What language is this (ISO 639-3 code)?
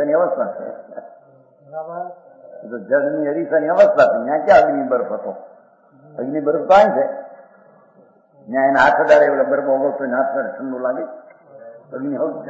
guj